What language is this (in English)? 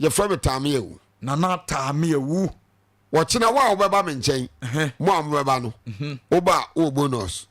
Akan